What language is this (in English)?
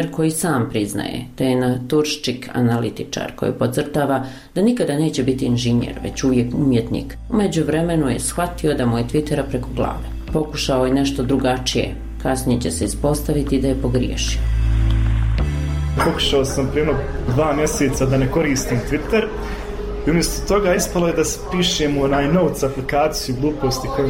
Bosnian